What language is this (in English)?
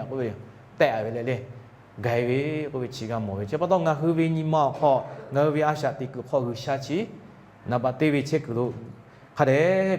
Lahu